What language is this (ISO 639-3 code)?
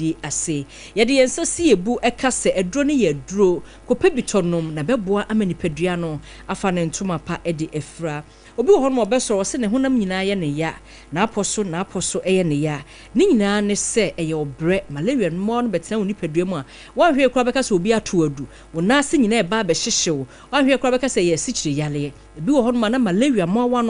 aka